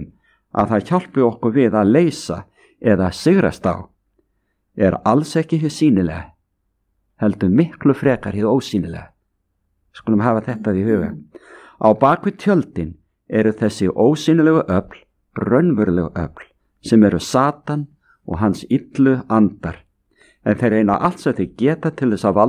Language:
Icelandic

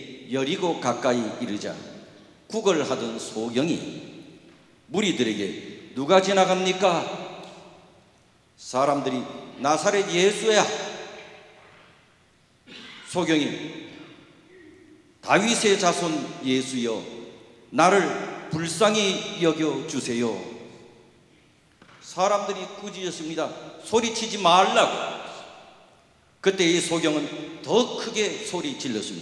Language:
Korean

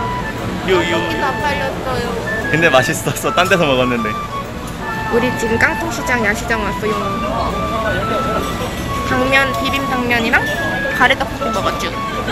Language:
Korean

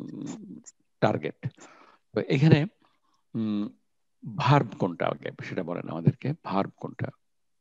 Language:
Bangla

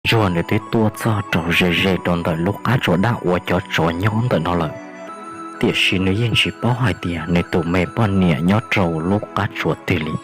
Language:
Hmong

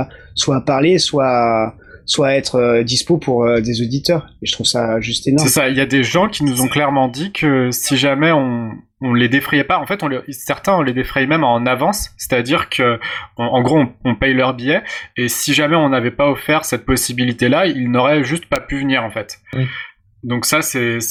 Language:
French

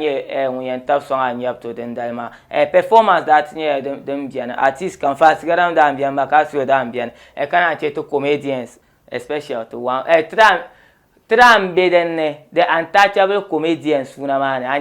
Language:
Dagbani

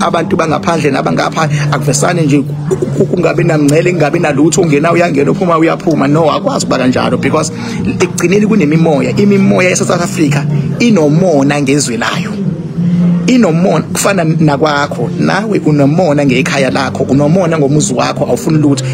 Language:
Zulu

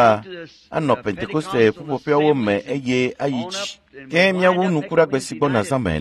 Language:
Ewe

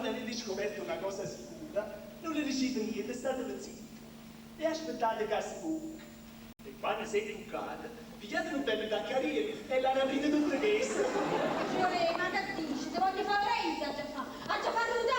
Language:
Neapolitan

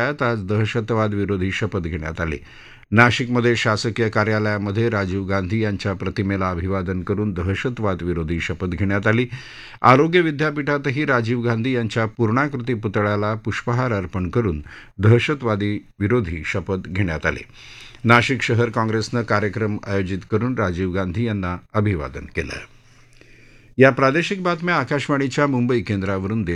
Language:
Marathi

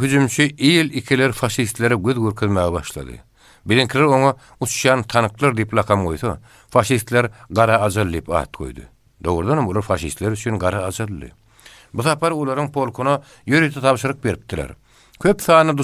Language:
Turkmen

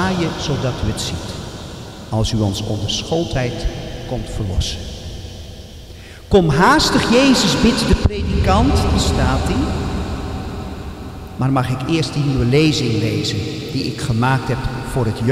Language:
Dutch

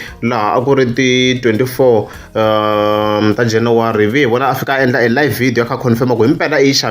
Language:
Tsonga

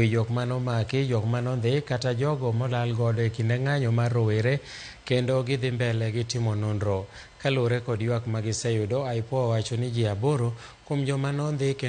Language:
Luo (Kenya and Tanzania)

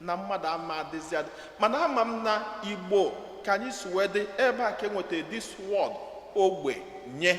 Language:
Igbo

